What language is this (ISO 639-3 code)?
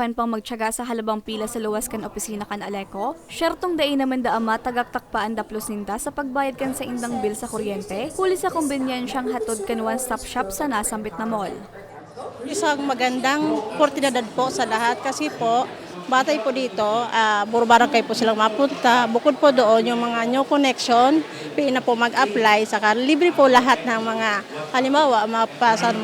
bik